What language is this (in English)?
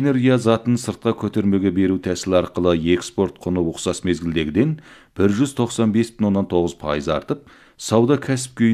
Kazakh